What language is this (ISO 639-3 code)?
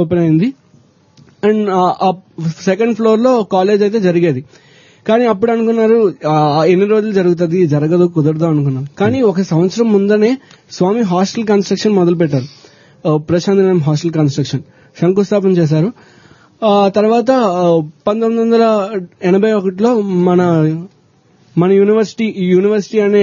tel